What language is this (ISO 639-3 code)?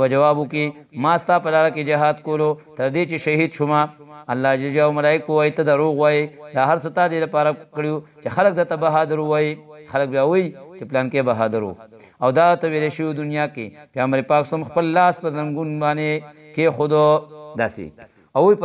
pus